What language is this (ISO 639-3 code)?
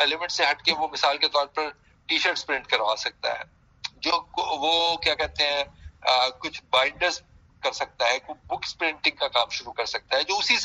urd